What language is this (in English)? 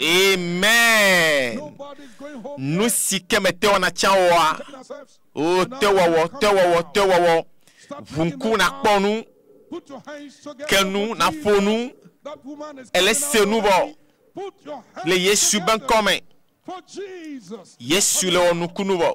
Ewe